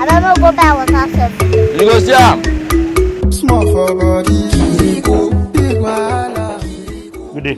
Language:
Nigerian Pidgin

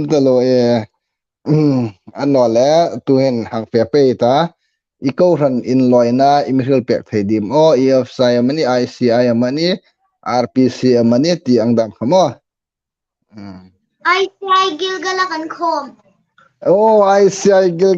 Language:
Hmar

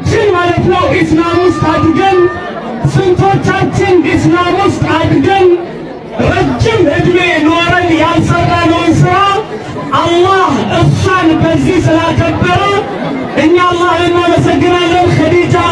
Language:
Amharic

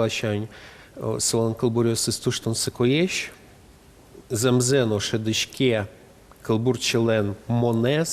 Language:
Udmurt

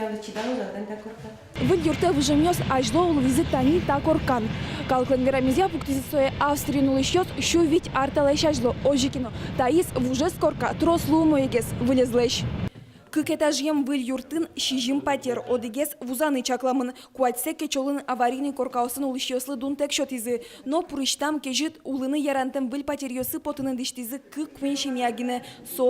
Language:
Udmurt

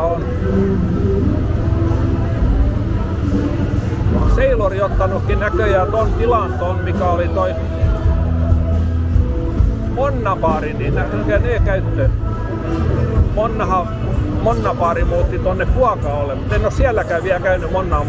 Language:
Finnish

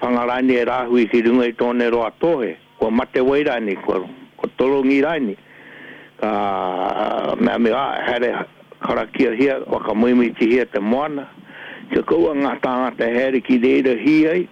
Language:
Māori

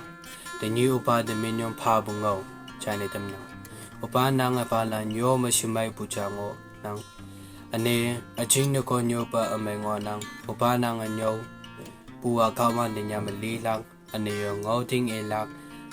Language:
Konyak Naga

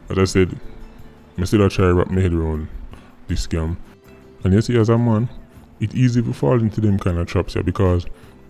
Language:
Jamaican Creole English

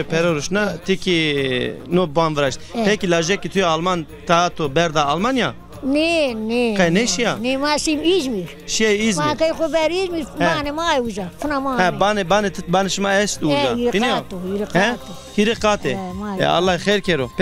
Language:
Zaza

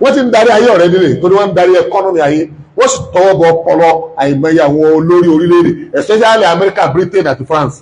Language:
Yoruba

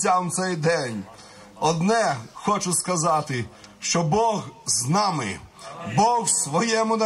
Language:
Ukrainian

